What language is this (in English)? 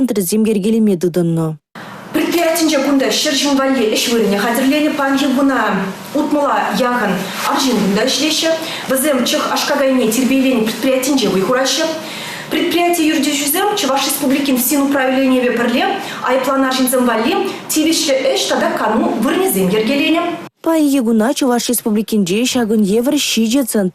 Chuvash